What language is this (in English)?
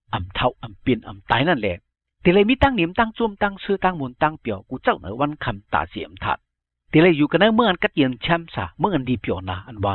Shan